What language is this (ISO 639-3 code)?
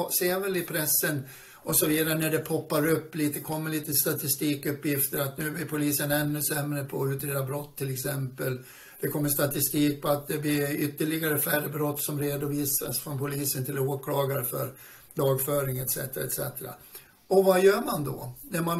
swe